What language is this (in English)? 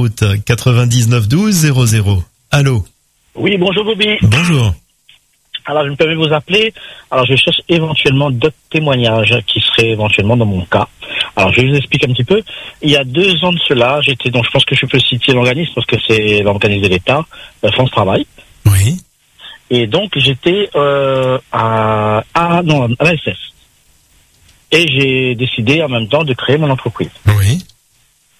French